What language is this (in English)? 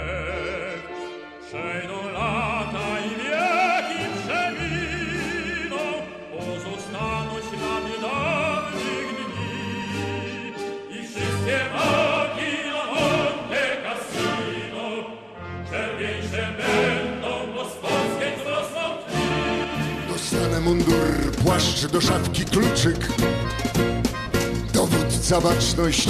Polish